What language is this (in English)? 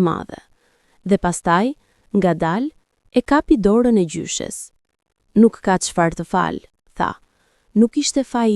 Albanian